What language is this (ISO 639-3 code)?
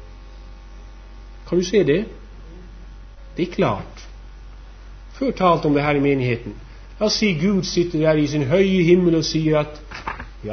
nor